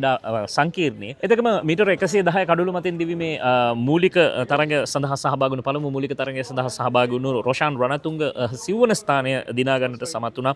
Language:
Sinhala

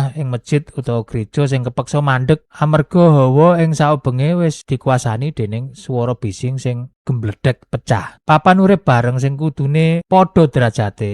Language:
Javanese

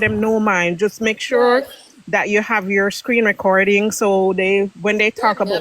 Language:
Jamaican Creole English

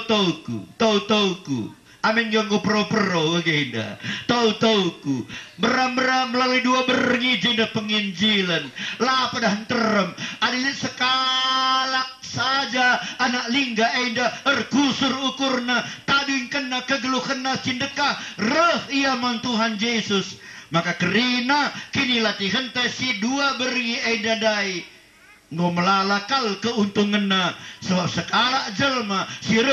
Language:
Batak Karo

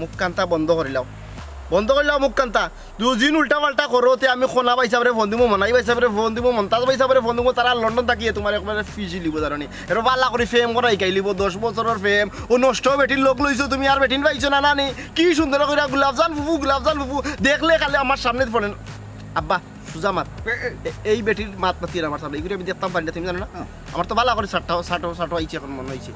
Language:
Sylheti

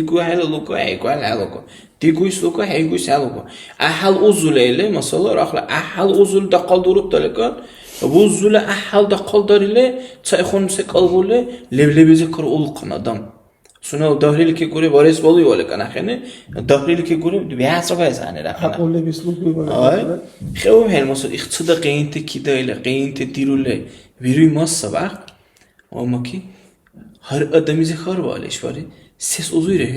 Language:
Dargwa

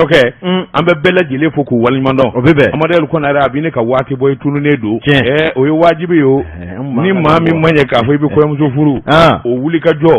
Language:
Bambara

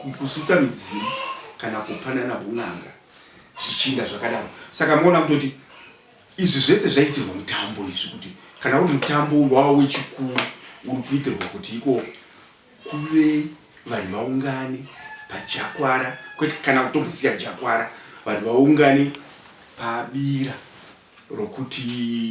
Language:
Shona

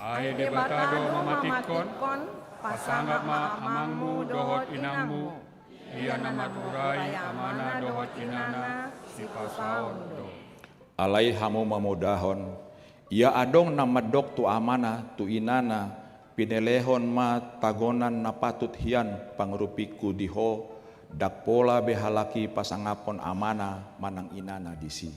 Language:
Batak Toba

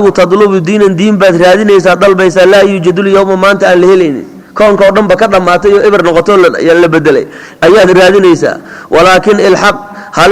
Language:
Somali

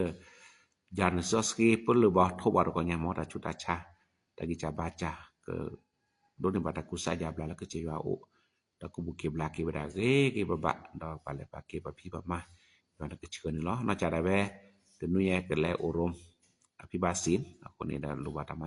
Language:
S'gaw Karen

